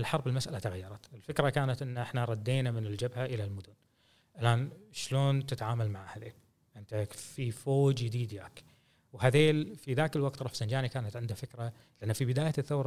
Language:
Gulf Arabic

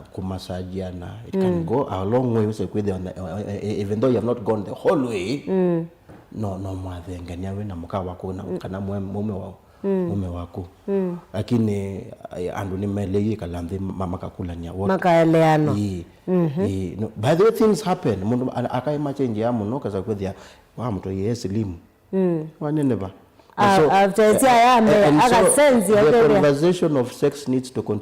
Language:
Kamba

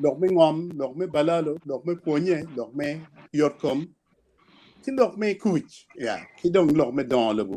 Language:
Acoli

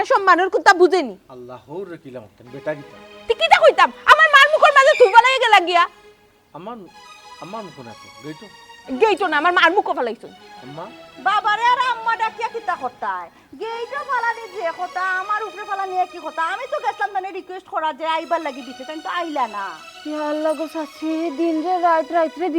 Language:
Sylheti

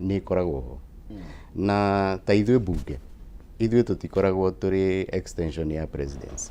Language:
Kikuyu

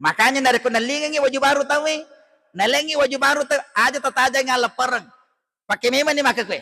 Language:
Buginese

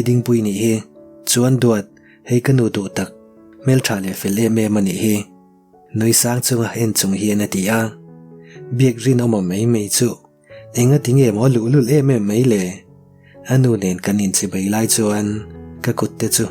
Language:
Mizo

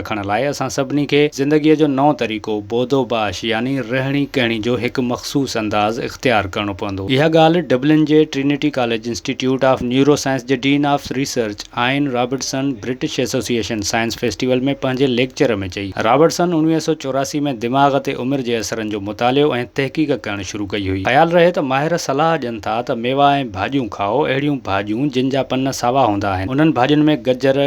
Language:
Sindhi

